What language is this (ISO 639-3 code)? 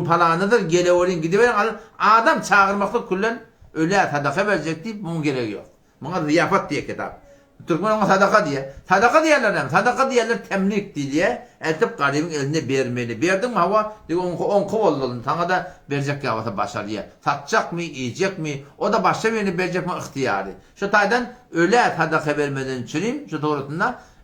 tuk